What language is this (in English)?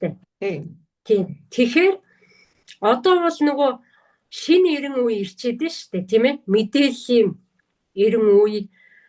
Mongolian